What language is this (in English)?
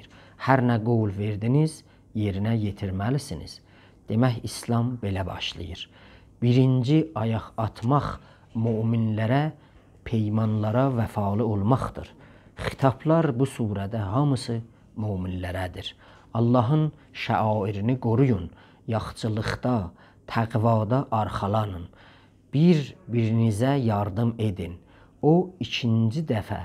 South Azerbaijani